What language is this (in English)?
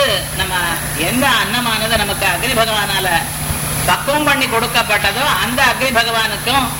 Tamil